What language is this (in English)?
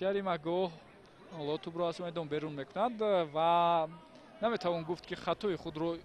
Tajik